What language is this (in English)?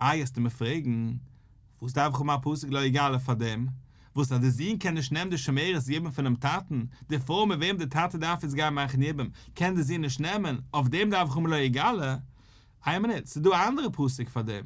Yiddish